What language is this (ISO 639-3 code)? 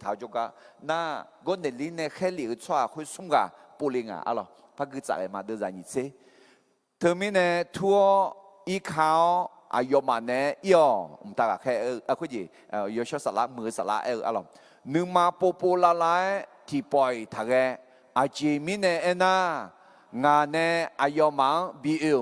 ahk